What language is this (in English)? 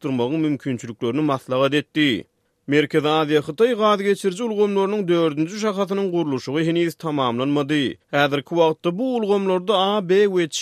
Turkmen